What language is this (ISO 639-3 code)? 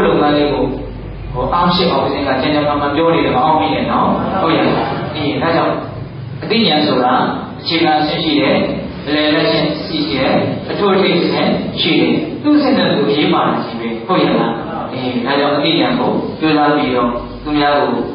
mya